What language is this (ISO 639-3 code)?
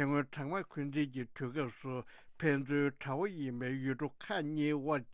bod